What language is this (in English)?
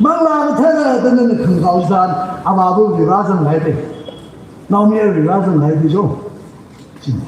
Tangkhul Naga (India)